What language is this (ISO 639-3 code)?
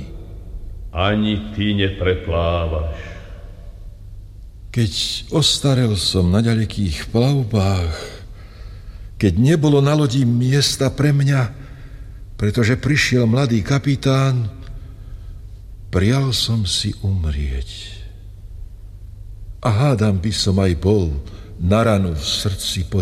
slk